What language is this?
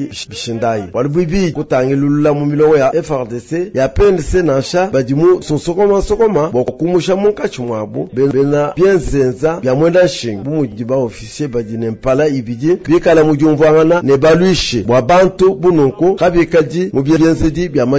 Luba-Lulua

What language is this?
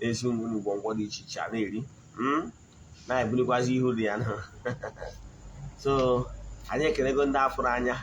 Igbo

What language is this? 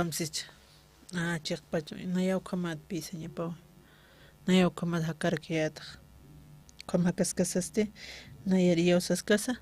Aymara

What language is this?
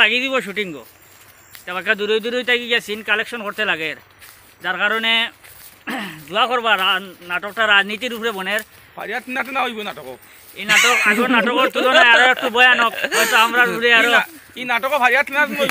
Sylheti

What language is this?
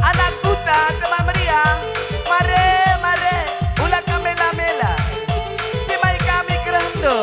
Batak Karo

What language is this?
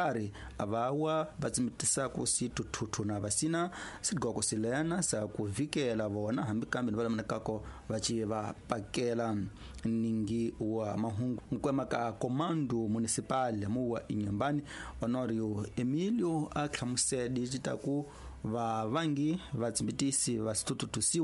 Tsonga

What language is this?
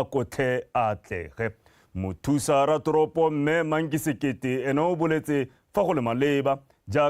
Tswana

